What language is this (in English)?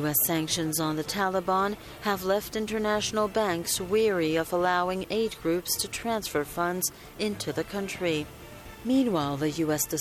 English